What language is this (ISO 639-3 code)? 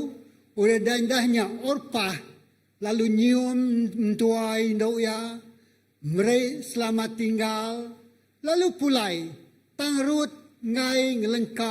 iba